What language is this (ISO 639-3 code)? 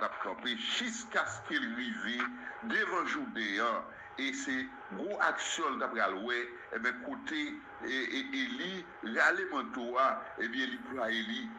hat